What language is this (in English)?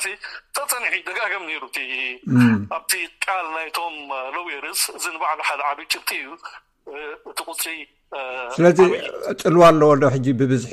Tigrinya